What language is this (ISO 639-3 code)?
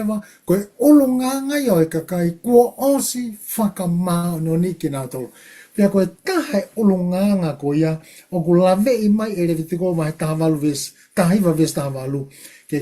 ton